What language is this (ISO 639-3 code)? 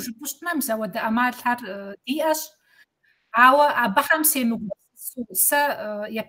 kbd